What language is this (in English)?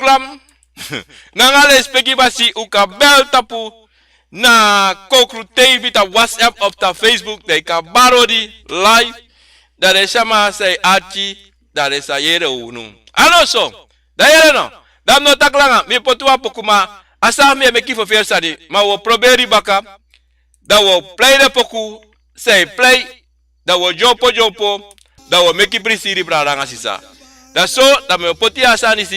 Sranan Tongo